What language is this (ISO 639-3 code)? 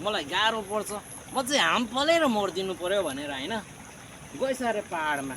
nep